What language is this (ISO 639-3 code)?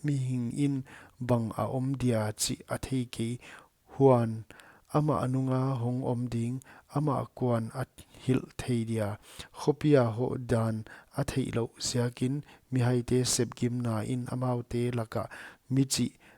pck